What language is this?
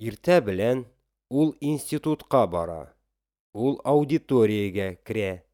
Tatar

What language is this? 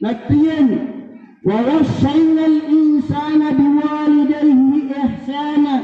Maranao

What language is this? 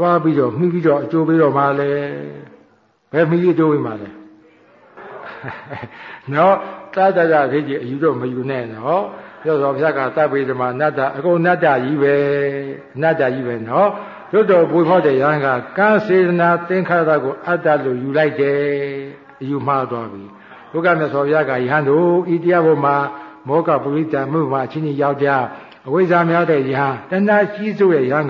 Burmese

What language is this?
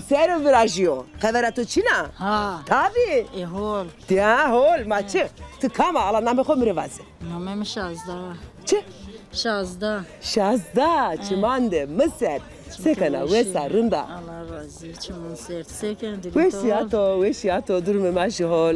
Zaza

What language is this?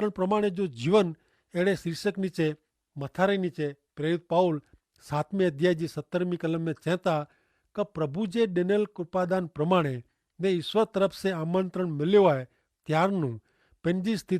Kachhi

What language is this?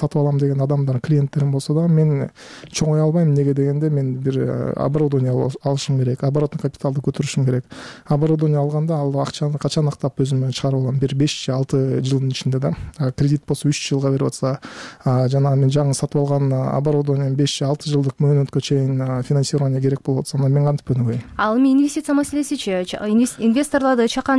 Kyrgyz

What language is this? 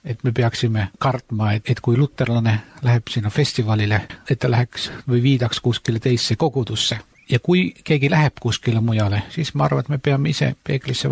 Estonian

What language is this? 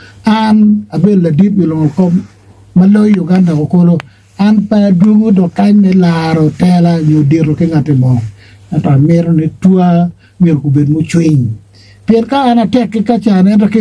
Acoli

